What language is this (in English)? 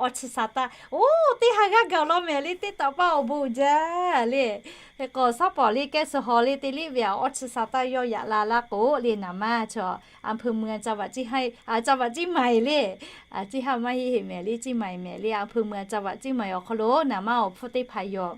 Lahu